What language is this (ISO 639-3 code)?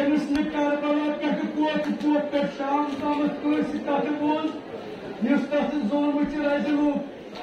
kas